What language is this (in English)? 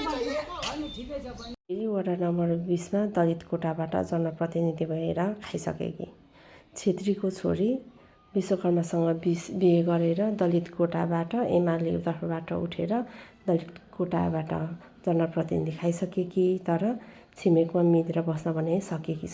Nepali